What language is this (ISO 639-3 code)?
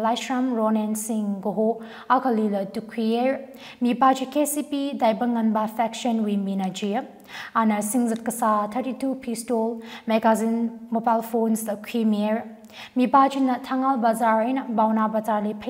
nmf